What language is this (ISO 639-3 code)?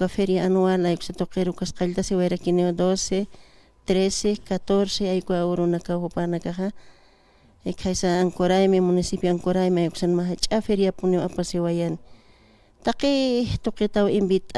aym